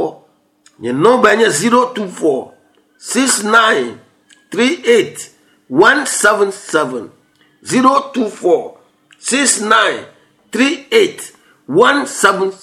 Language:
Ewe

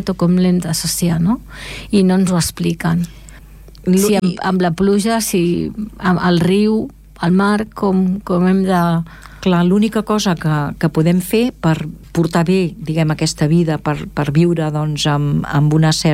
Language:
Catalan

